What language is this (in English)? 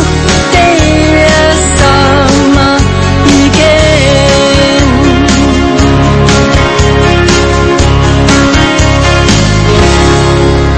Danish